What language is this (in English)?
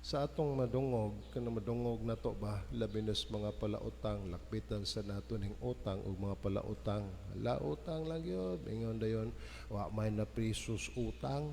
Cebuano